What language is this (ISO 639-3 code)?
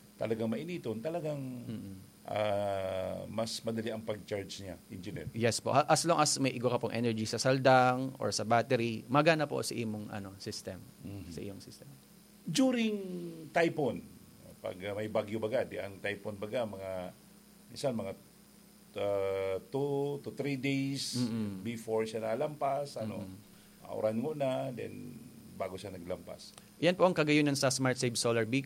bik